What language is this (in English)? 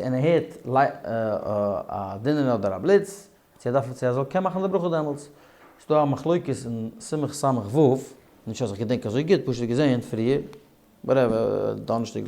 Yiddish